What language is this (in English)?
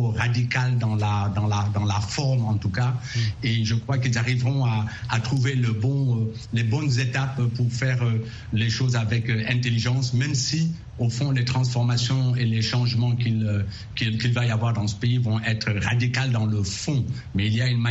French